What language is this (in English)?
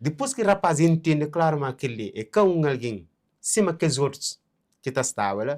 Kabuverdianu